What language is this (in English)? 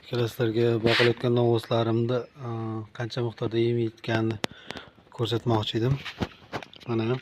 Uzbek